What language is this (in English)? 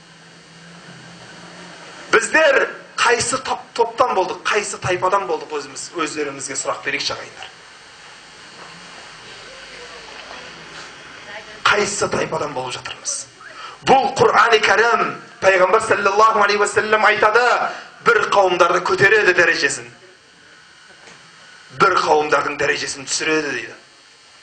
Kazakh